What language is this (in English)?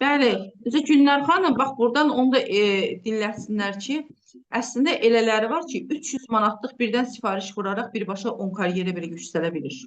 Azerbaijani